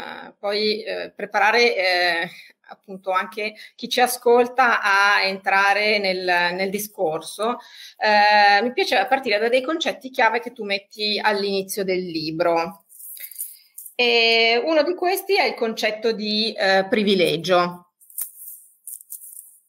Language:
Italian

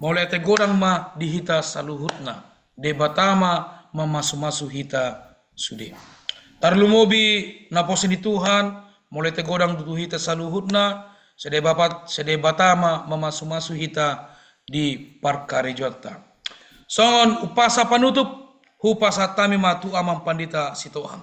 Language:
Batak Toba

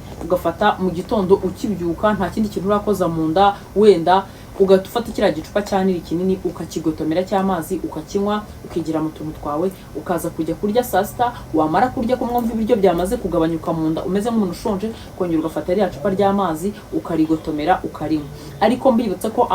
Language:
Kinyarwanda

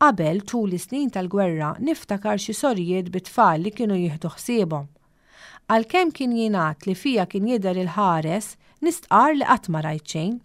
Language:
Maltese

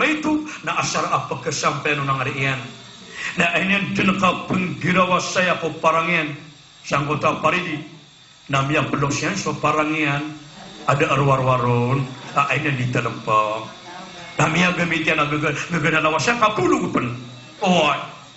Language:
Maranao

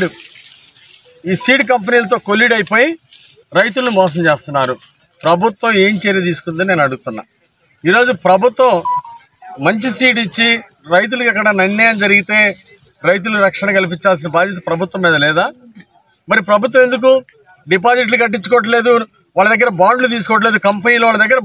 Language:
Telugu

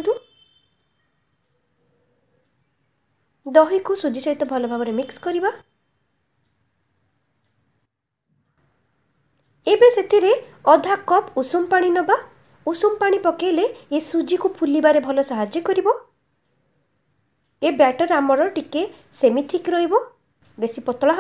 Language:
Odia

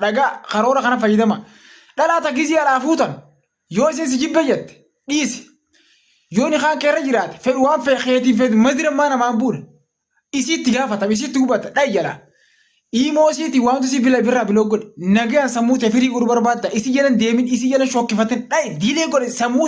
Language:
Oromo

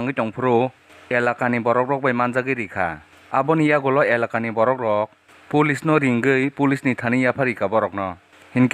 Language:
Kok Borok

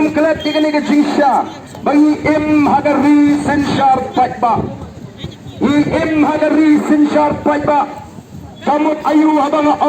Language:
Khasi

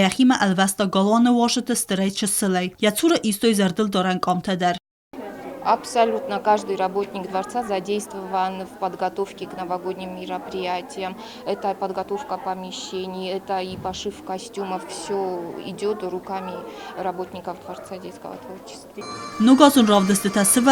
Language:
Ossetic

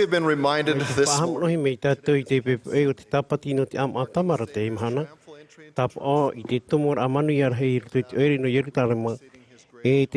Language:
Tahitian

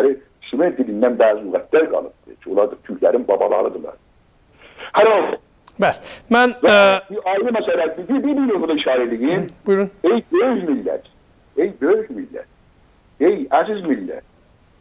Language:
South Azerbaijani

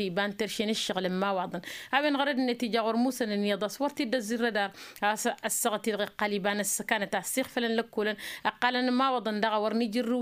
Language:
Tamasheq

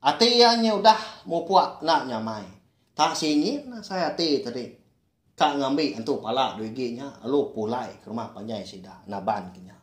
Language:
Iban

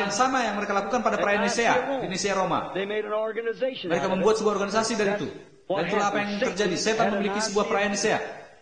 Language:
Indonesian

